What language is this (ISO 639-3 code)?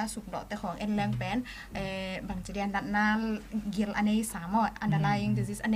ctd